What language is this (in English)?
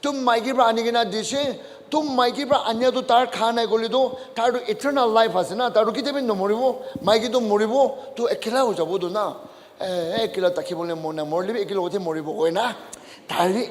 Naga Pidgin